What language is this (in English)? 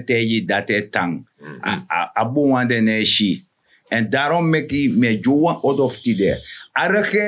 Sranan Tongo